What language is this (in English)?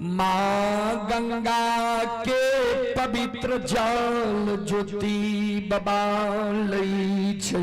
Maithili